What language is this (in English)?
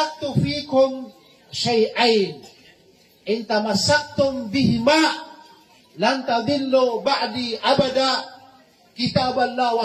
Maranao